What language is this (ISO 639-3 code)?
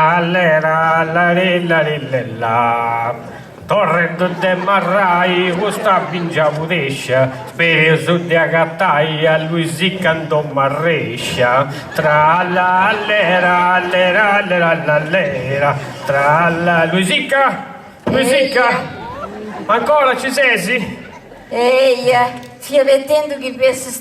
srd